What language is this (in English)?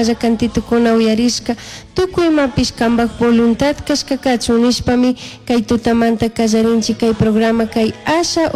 Chimborazo Highland Quichua